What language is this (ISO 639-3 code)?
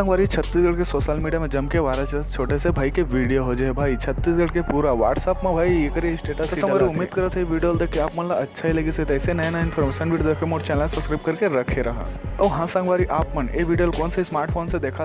hne